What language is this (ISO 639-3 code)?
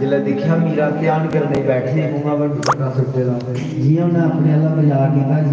doi